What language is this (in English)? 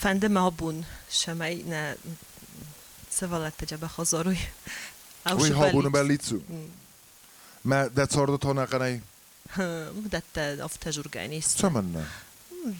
Ossetic